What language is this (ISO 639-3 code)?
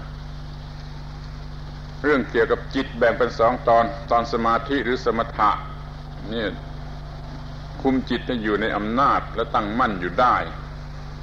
tha